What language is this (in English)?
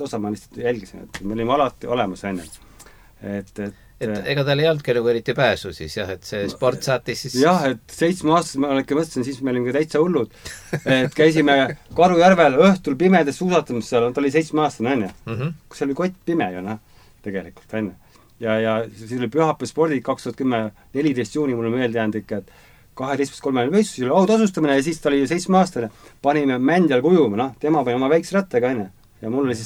Estonian